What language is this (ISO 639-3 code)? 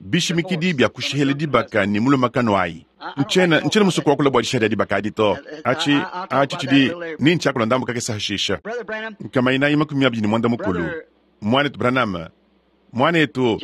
lua